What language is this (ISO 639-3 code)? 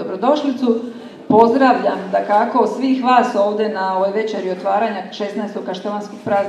hrv